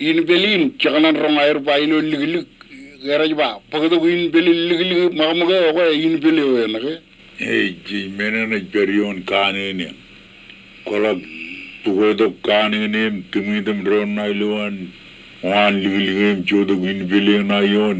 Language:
Marshallese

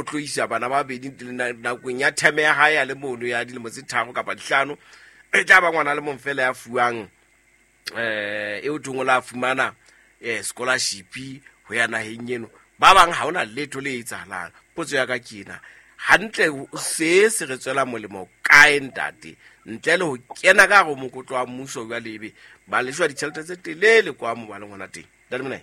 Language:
Southern Sotho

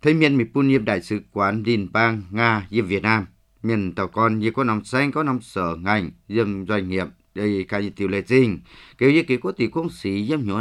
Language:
Vietnamese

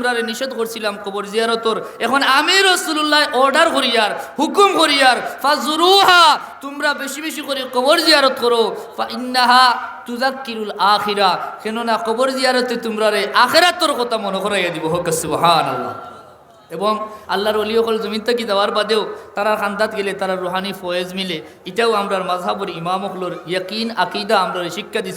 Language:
Sylheti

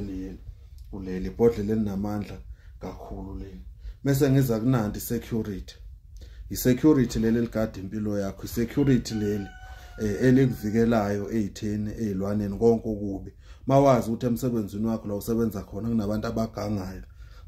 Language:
Zulu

